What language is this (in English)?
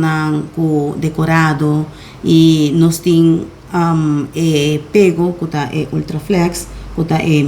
Papiamento